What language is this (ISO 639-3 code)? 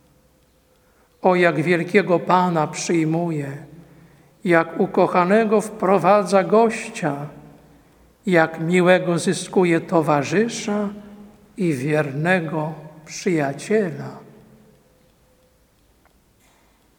pol